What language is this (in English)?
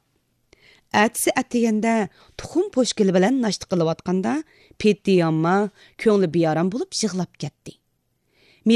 Uyghur